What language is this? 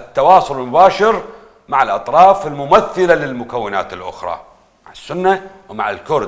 Mesopotamian Arabic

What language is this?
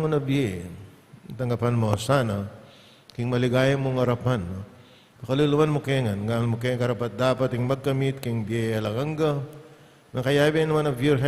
Pampanga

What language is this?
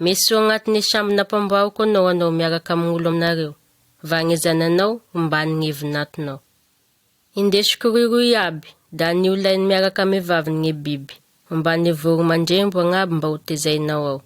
Malagasy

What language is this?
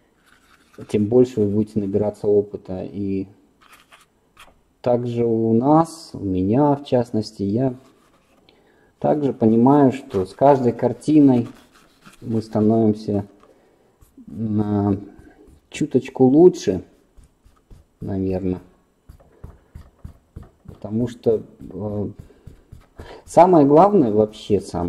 Russian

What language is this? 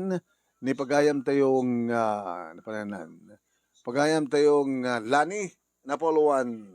Iloko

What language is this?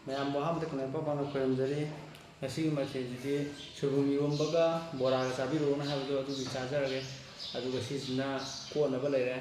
Manipuri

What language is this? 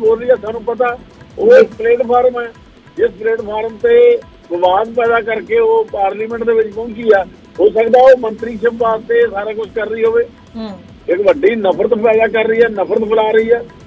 Punjabi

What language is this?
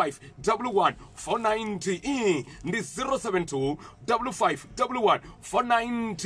Venda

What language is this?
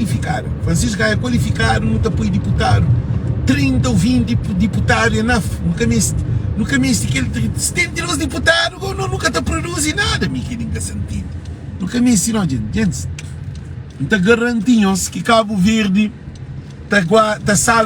Kabuverdianu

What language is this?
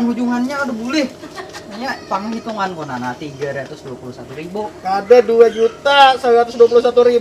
Banjar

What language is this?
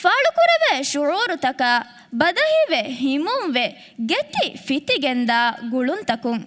Divehi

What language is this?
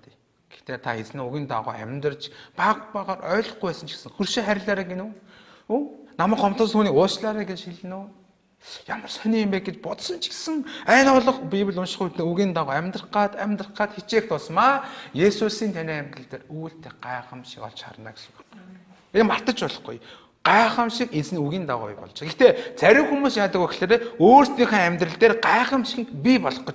Mongolian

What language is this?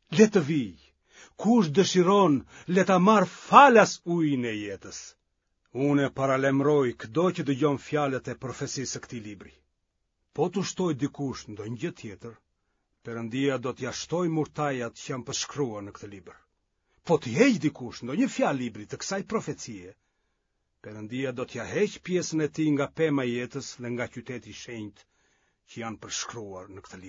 Albanian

